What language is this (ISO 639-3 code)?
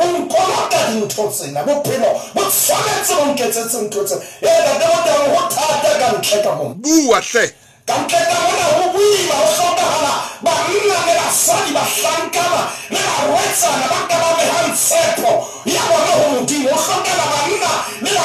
sot